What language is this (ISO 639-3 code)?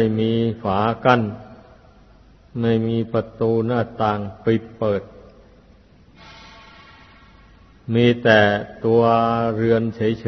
tha